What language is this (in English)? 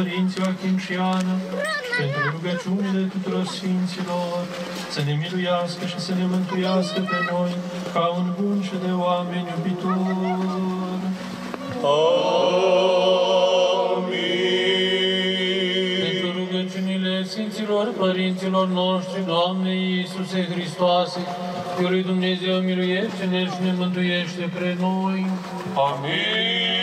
Romanian